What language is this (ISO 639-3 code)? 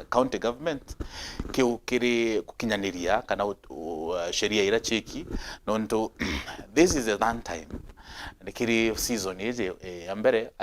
mer